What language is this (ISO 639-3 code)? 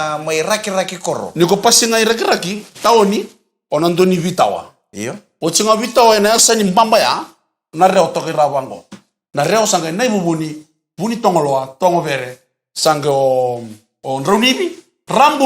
fij